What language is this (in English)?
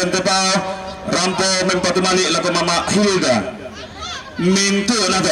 Toraja-Sa'dan